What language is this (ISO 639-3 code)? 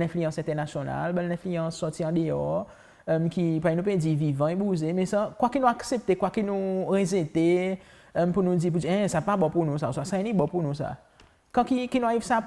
crs